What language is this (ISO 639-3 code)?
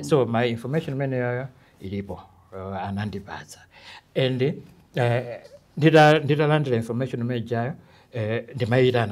nya